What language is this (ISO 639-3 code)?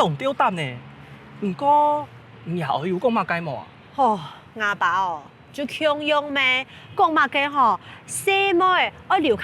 hak